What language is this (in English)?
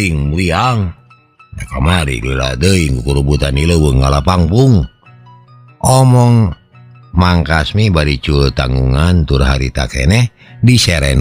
Sundanese